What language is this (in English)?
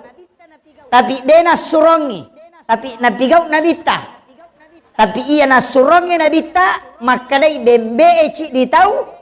Buginese